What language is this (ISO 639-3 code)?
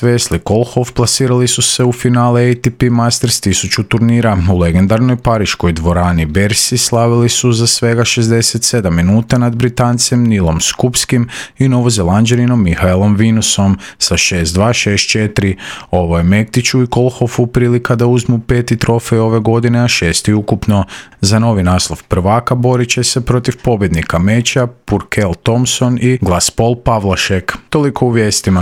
hrv